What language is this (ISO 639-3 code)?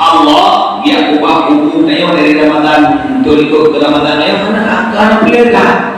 ace